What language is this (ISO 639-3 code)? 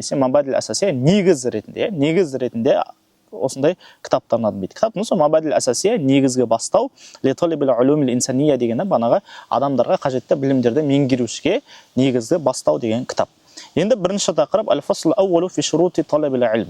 kaz